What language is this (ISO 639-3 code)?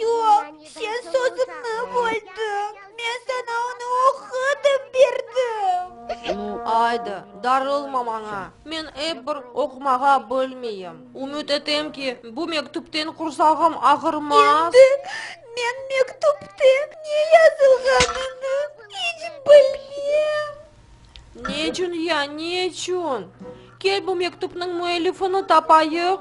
crh